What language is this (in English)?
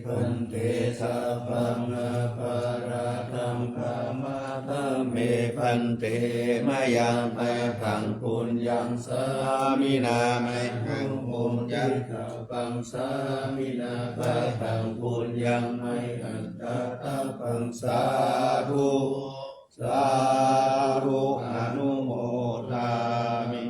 Pali